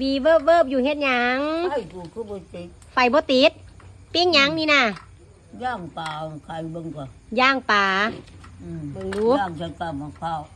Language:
Northeastern Thai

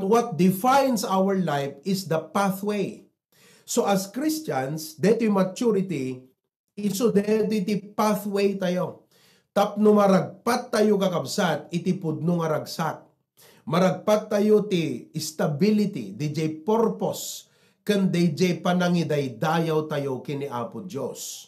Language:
Iloko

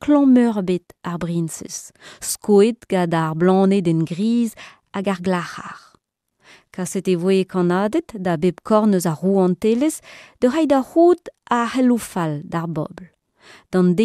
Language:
Breton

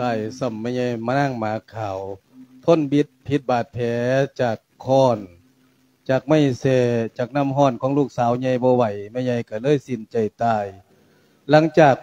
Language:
Lao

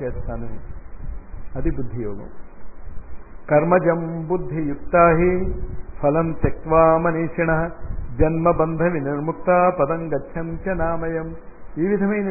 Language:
Telugu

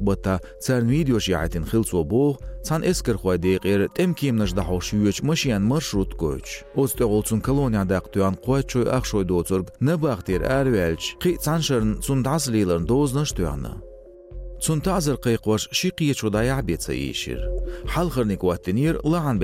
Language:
Chechen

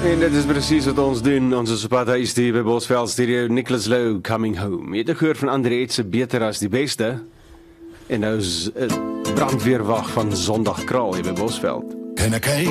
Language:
Afrikaans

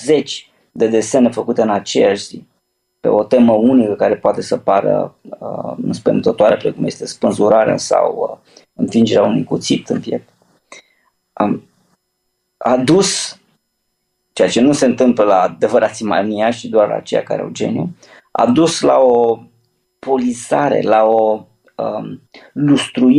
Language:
Romanian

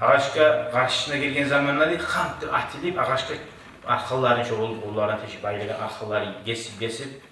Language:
Kumyk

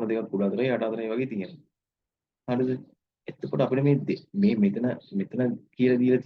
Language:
Sinhala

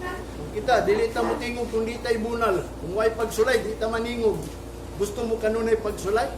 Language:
Cebuano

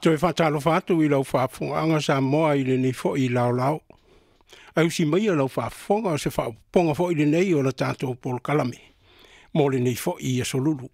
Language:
Samoan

